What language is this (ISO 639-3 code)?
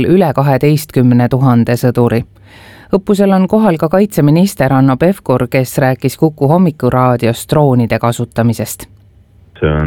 est